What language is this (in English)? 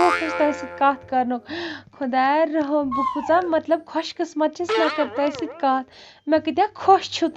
Kashmiri